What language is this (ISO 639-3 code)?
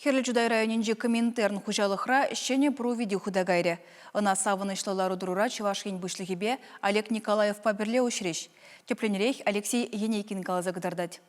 chv